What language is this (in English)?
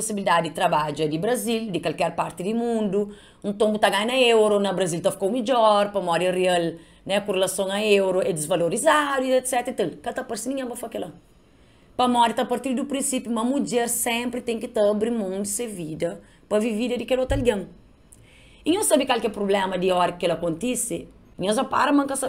Kabuverdianu